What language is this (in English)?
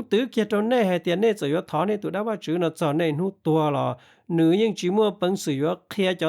Hmong